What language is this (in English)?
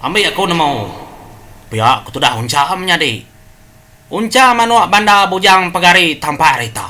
Iban